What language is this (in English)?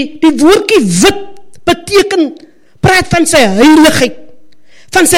Afrikaans